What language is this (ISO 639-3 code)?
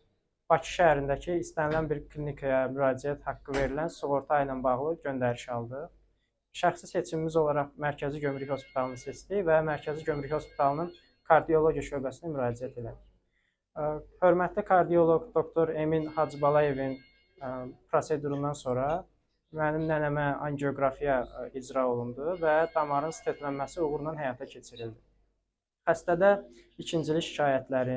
aze